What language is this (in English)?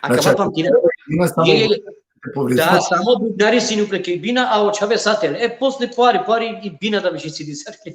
Balkan Romani